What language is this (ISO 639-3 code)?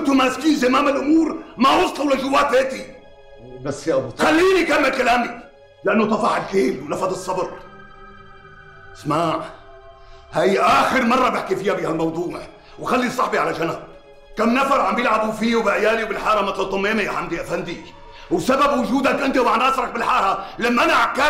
apc